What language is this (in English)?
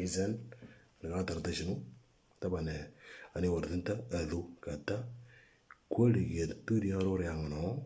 Moro